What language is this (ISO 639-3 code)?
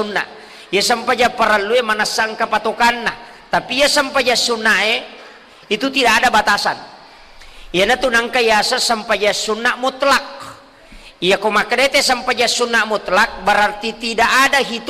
bug